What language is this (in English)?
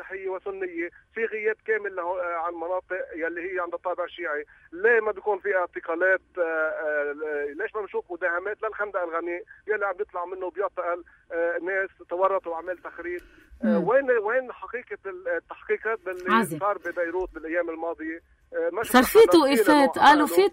North Levantine Arabic